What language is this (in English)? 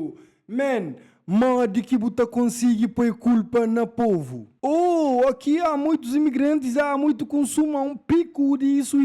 Kabuverdianu